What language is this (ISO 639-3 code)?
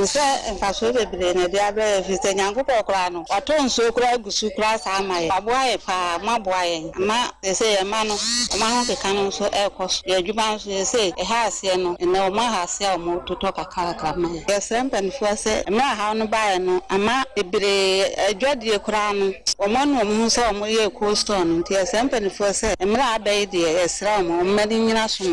aka